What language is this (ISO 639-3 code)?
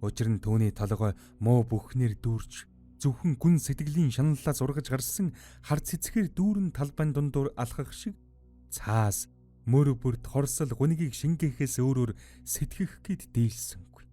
mon